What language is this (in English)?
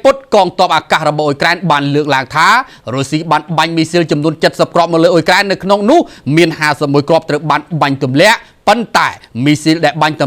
Khmer